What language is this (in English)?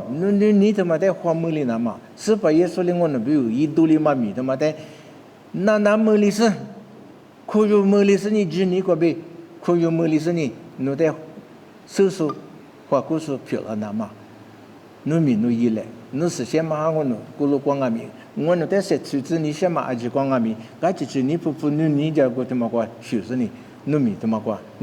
Lisu